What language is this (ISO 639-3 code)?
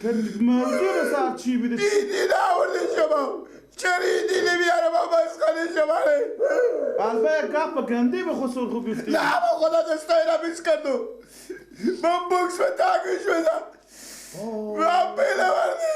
fas